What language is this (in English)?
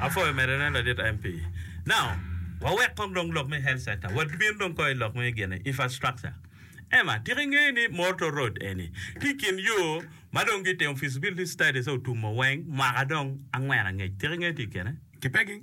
Acoli